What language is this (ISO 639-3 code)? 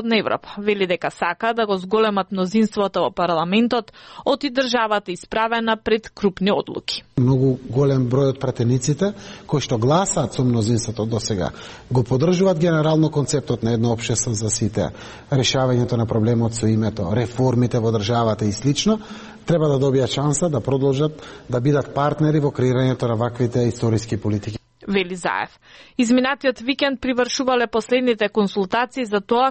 mkd